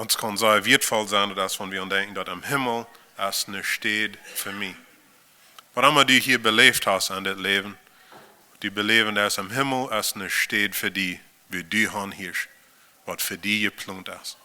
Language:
Plautdietsch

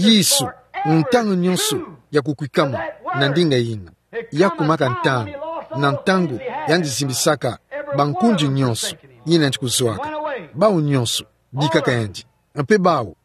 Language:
Kituba (Democratic Republic of Congo)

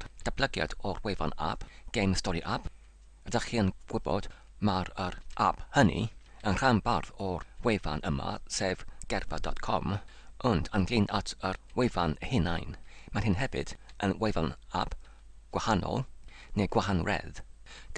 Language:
Welsh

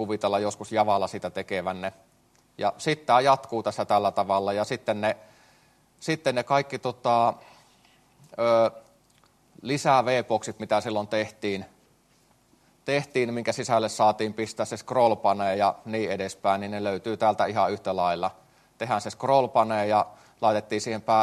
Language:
Finnish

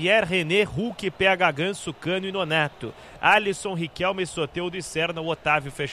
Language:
Portuguese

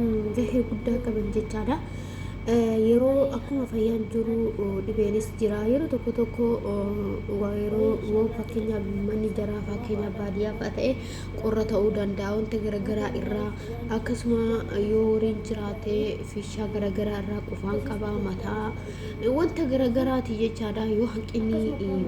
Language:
Oromo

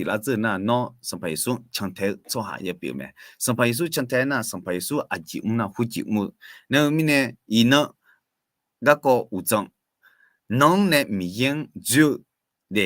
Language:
Akha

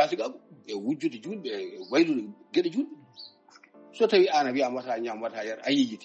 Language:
Fula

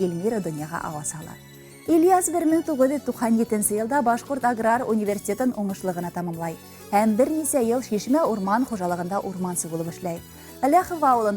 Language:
Bashkir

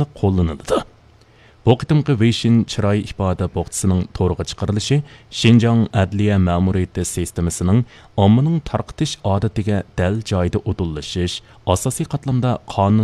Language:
Uyghur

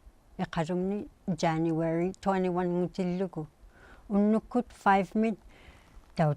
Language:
Inuktitut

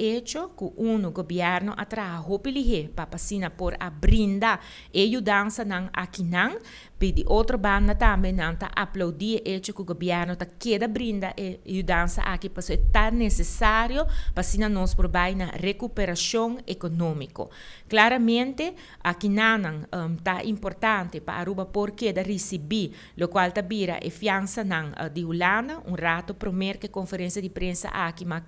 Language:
Papiamento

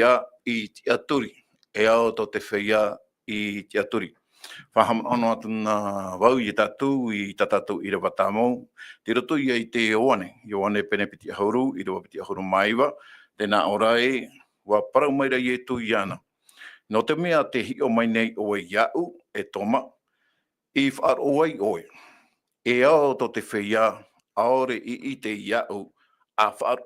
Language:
Tahitian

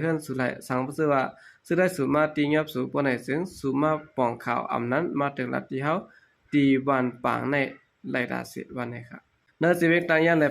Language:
Shan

